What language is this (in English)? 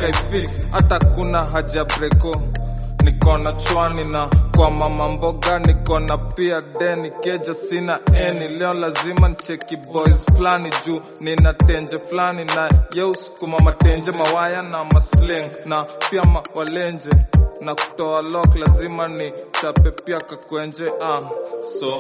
Swahili